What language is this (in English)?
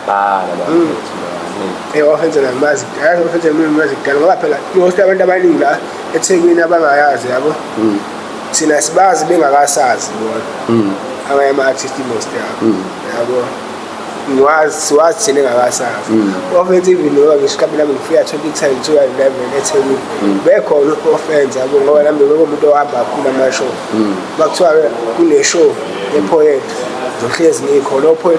Zulu